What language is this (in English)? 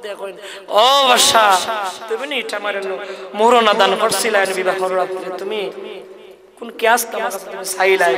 Sylheti